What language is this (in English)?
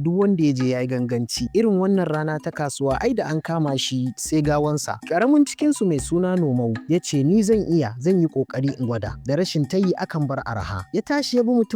Hausa